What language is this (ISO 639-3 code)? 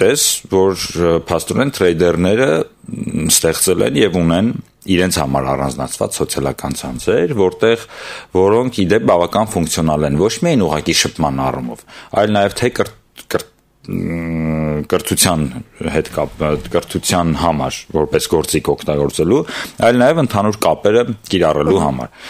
hye